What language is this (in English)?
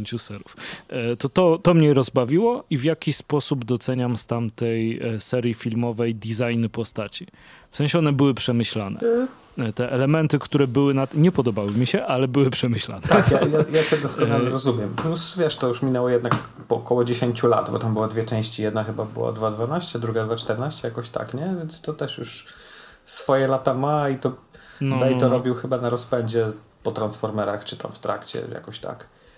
Polish